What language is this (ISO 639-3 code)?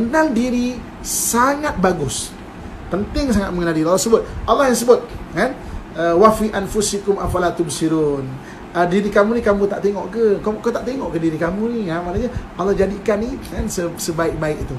msa